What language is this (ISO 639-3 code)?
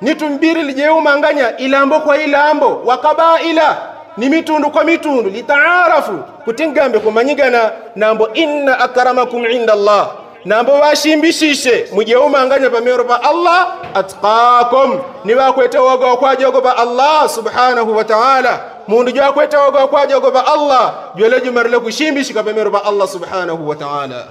yao